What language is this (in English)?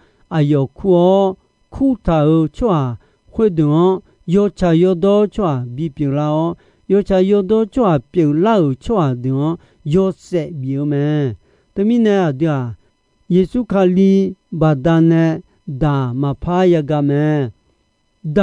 Akha